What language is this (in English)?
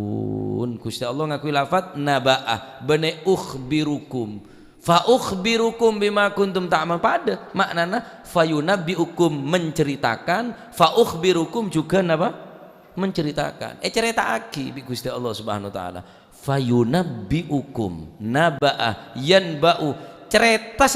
Madurese